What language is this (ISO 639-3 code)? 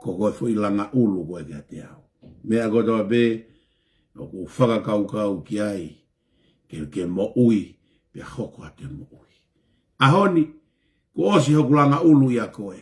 ton